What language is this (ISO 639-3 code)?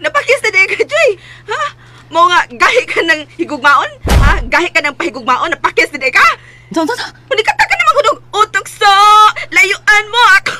ceb